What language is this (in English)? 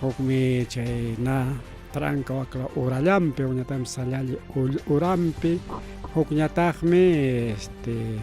Ayacucho Quechua